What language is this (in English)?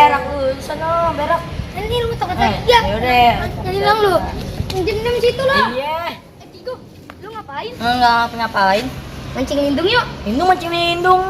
Betawi